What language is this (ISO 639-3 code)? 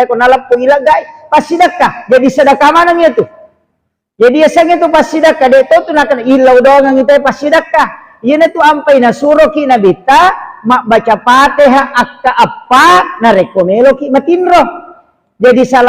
bug